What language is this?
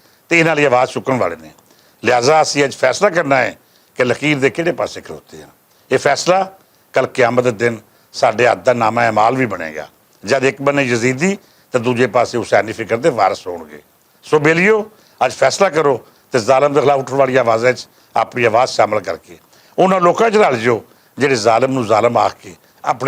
Western Panjabi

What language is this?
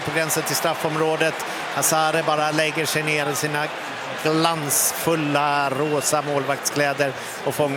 Swedish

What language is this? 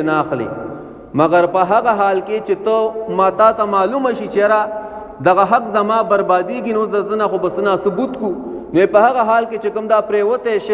Pashto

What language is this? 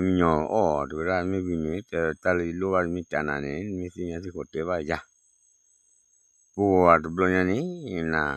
S'gaw Karen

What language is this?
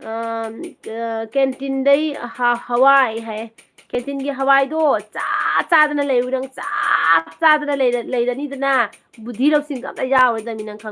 Manipuri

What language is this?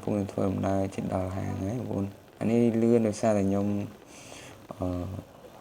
Khmer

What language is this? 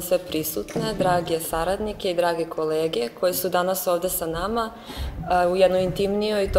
Serbian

